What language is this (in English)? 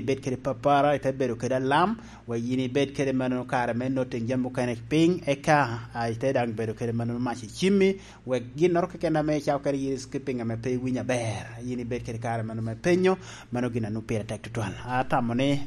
Lango (Uganda)